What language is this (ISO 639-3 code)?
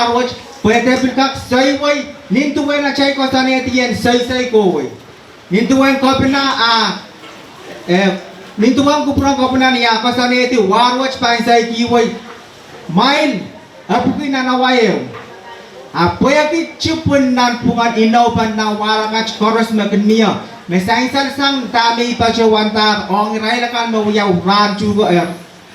pon